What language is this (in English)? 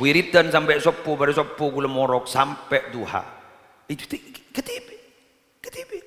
Madurese